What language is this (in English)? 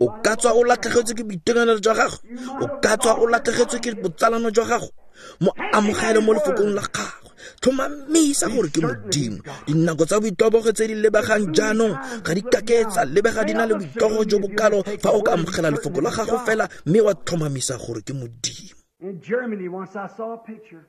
Tswana